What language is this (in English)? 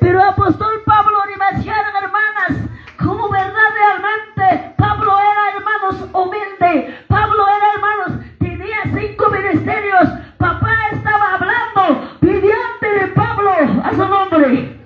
Quechua